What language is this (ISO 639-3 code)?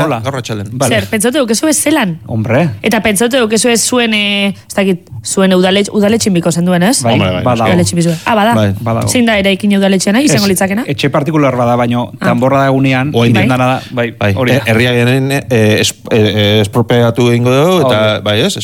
eus